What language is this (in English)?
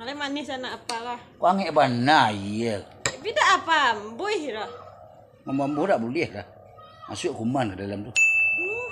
Minangkabau